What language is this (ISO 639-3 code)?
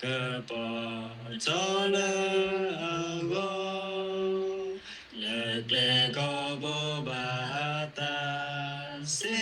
ksw